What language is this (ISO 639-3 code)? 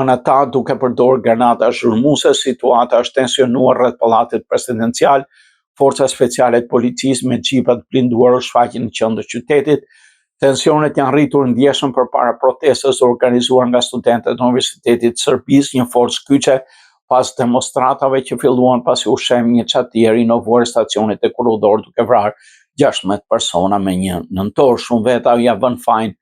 sqi